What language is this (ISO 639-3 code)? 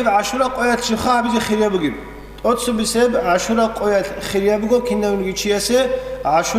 ava